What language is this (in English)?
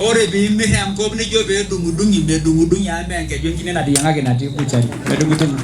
Masai